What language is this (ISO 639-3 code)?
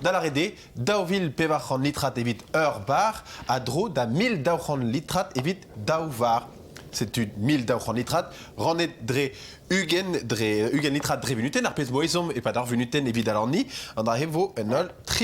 bre